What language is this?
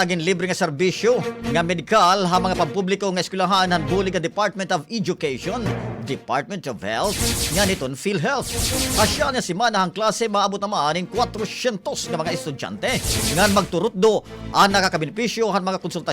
Waray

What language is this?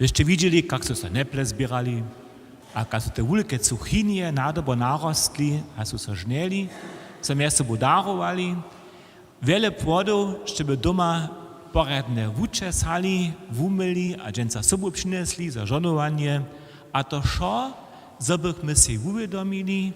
Upper Sorbian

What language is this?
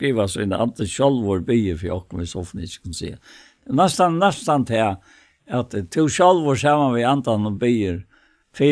Faroese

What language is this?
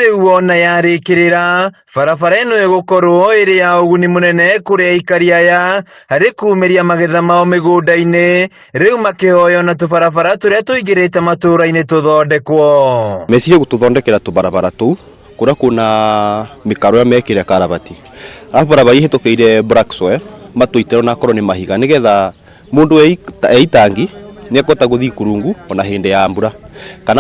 Kikuyu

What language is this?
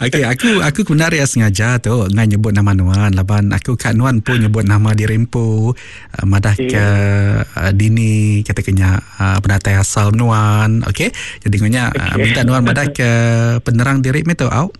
Iban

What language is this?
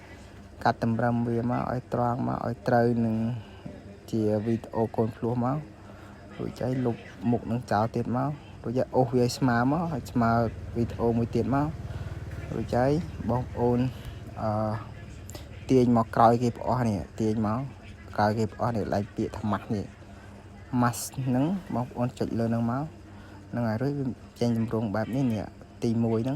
Khmer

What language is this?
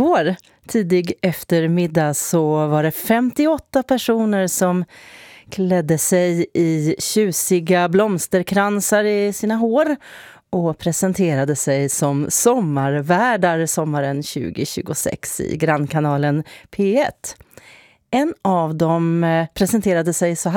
Swedish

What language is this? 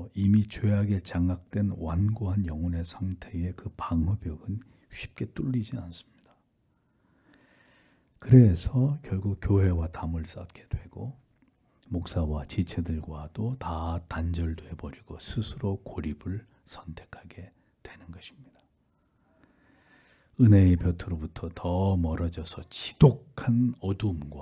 Korean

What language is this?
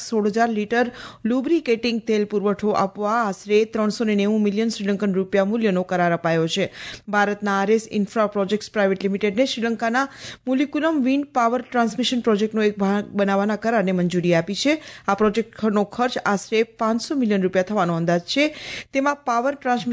Gujarati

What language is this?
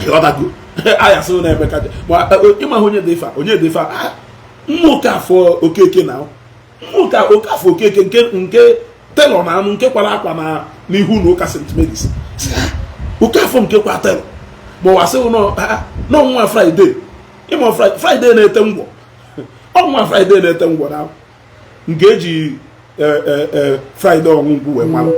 Igbo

